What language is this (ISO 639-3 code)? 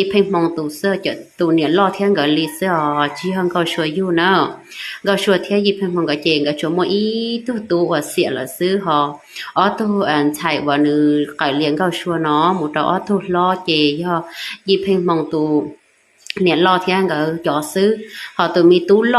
hmn